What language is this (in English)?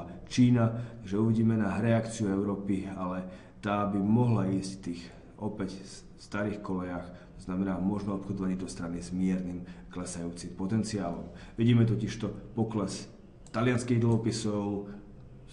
Slovak